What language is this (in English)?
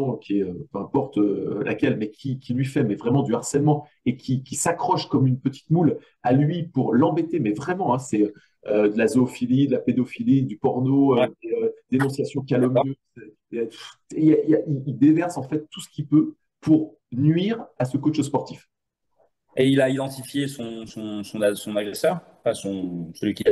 French